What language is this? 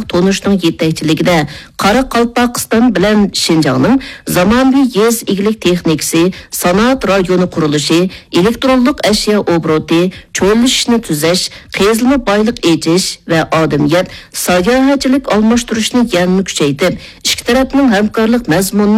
Uyghur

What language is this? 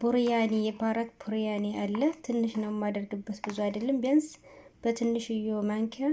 Amharic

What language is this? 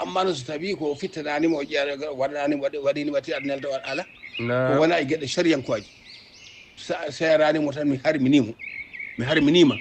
Fula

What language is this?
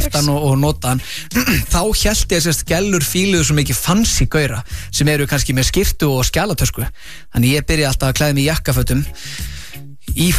Icelandic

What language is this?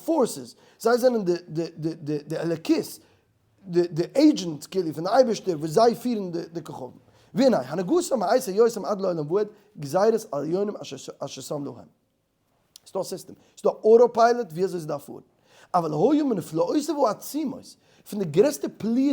Yiddish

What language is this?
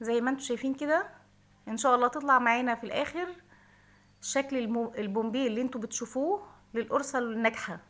Egyptian Arabic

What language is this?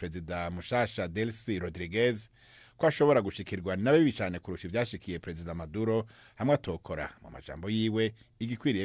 Rundi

